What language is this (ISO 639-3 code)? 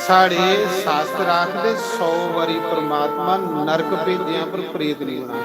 doi